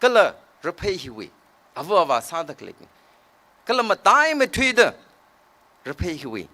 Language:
Tangkhul Naga (India)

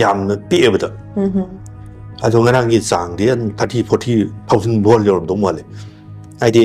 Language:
Manipuri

